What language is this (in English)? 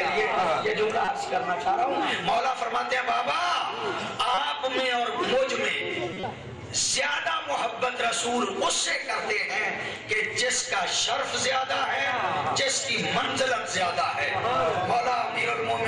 Urdu